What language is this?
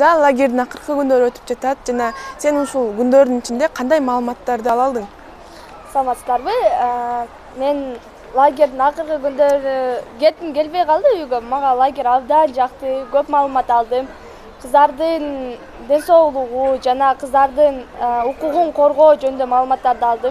Kyrgyz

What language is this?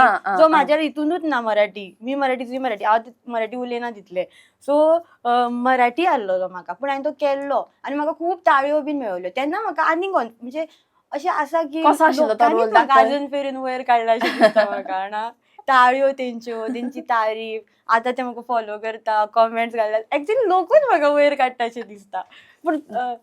Konkani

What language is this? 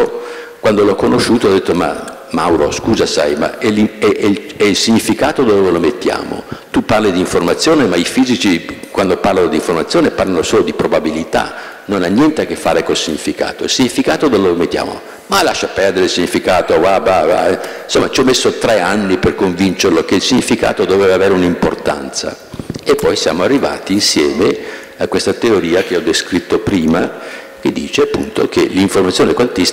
Italian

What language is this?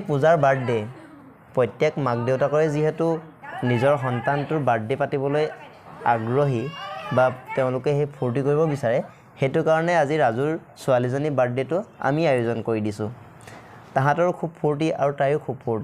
Assamese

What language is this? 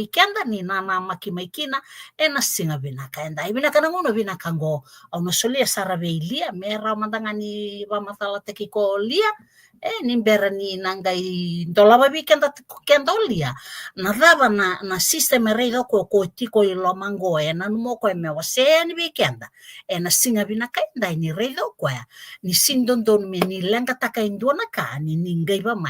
Fijian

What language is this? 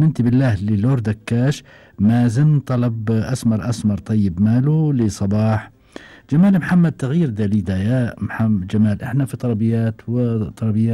Gulf Arabic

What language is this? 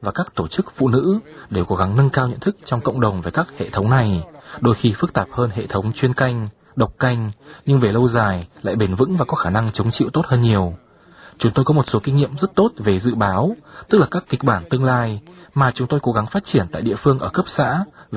Vietnamese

